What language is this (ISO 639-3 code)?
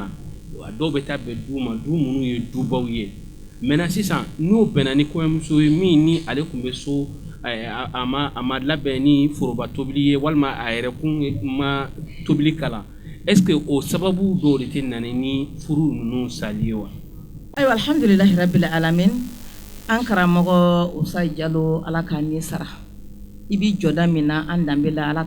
bam